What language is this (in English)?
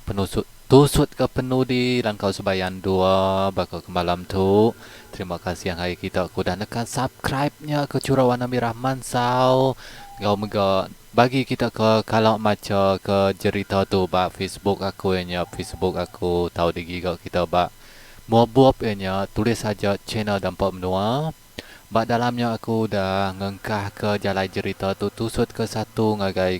Iban